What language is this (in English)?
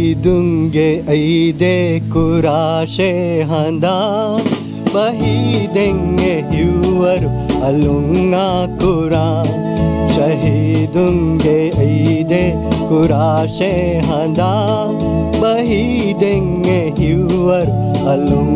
Divehi